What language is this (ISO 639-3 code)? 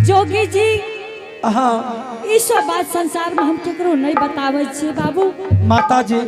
anp